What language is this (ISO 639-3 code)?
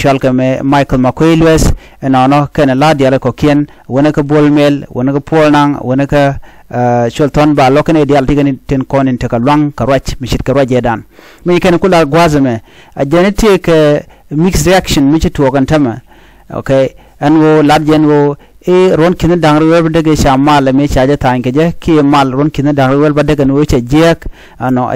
nus